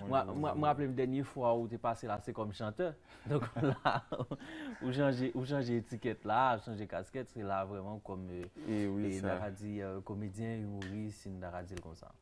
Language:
Haitian Creole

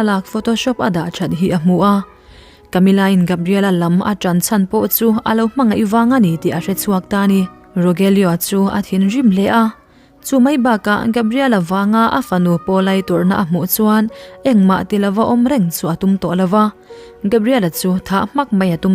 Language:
Mizo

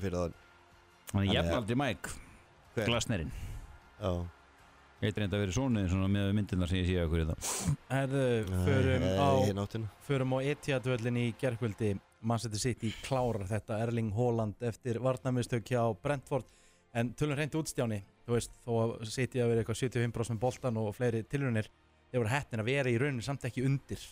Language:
Icelandic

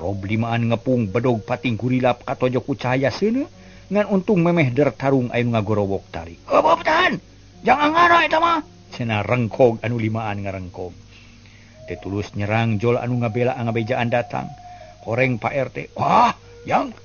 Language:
Sundanese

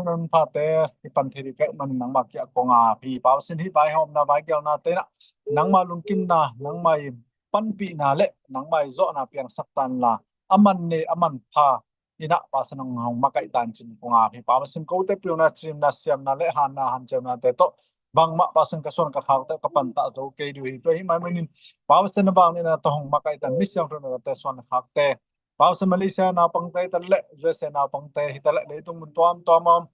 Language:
Tedim Chin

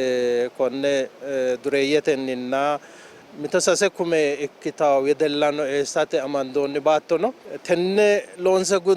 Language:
Sidamo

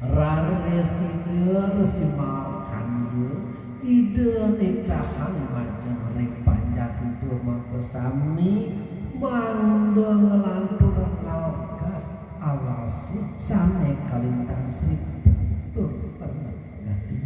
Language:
Balinese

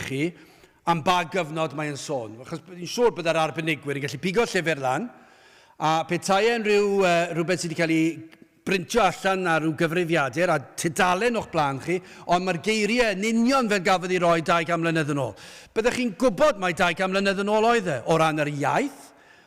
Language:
Welsh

